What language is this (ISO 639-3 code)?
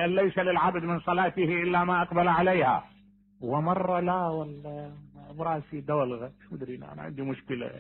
acm